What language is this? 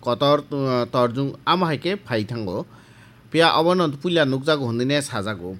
Kok Borok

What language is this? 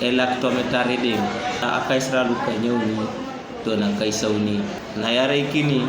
Teso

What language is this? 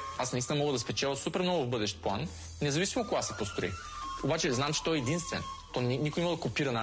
Bulgarian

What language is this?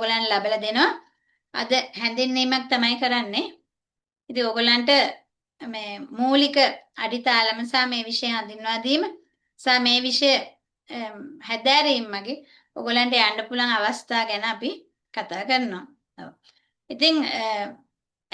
Sinhala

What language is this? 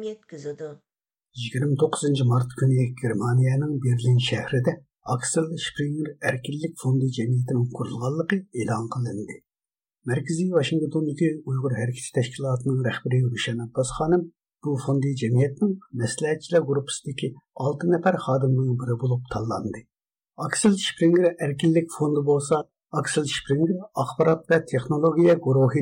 Uyghur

